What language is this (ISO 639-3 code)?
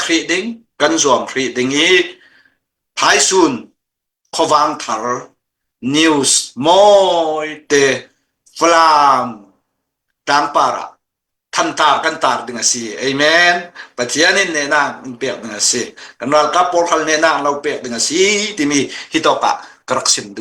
cnh